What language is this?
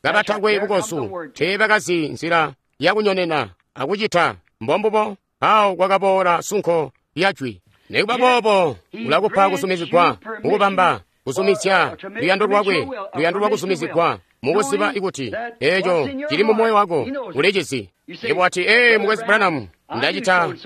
Tonga (Zambia)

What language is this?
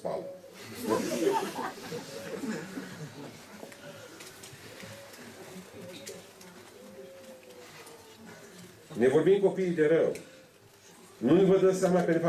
Romanian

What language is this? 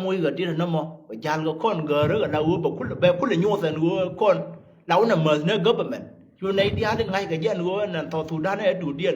Nuer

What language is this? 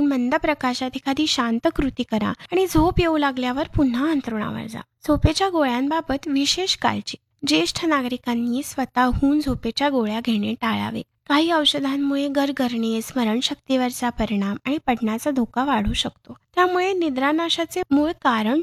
Marathi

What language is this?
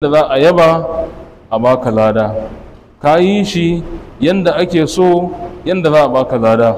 Hausa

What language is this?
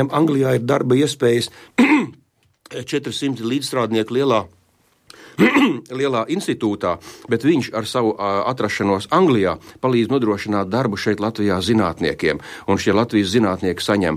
Latvian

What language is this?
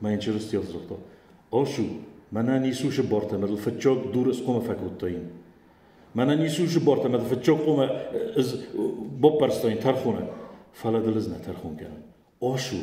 Ossetic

